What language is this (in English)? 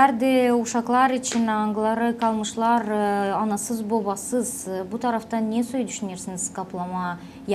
Gagauz